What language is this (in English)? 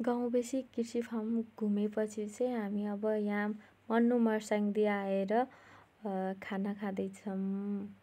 Nepali